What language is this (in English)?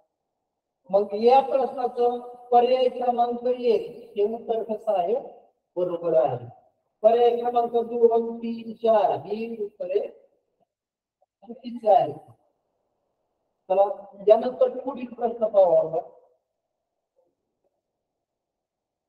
Marathi